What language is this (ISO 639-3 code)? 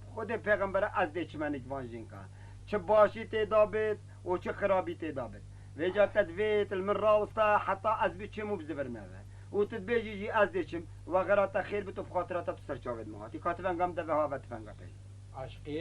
kur